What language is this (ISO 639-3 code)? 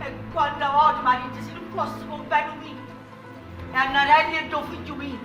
nap